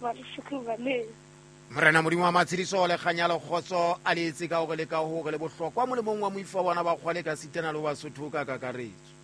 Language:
Southern Sotho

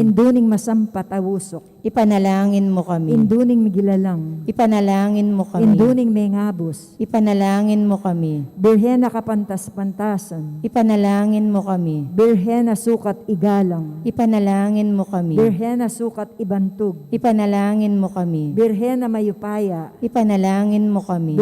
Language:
Pampanga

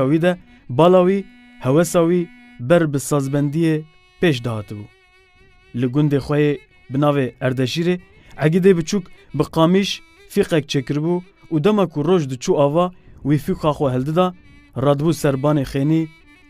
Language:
Kurdish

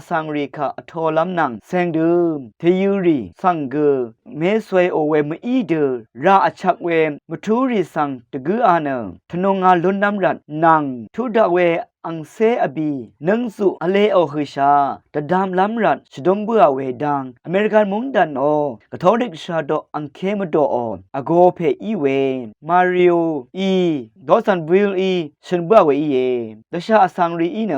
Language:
Rawang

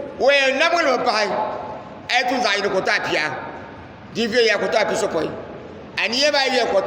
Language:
Dagbani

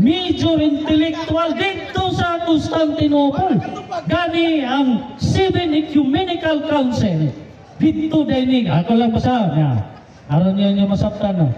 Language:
Cebuano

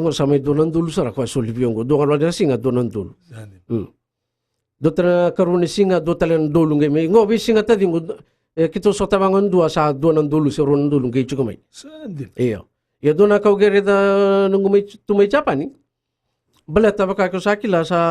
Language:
Fijian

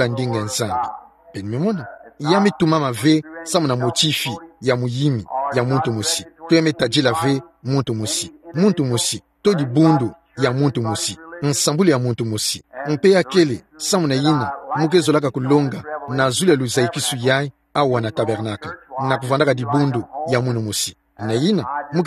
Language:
Kituba (Democratic Republic of Congo)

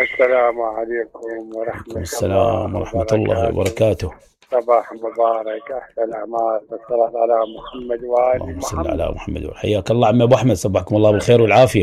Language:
Mesopotamian Arabic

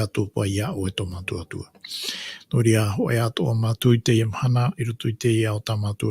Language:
Tahitian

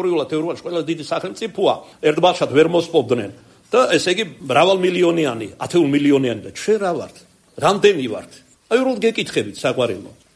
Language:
Georgian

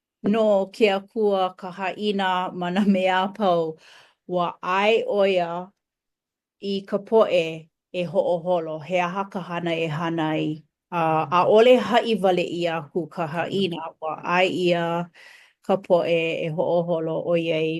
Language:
Hawaiian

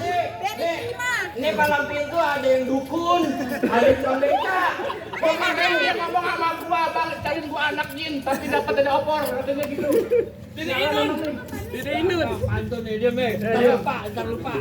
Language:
Betawi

